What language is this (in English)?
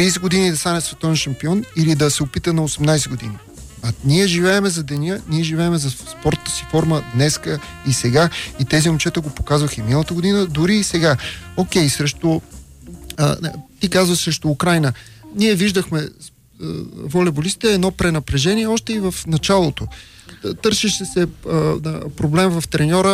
Bulgarian